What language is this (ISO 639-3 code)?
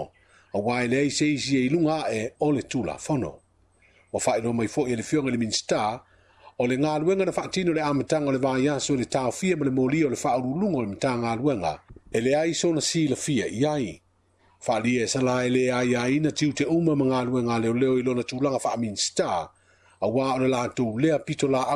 smo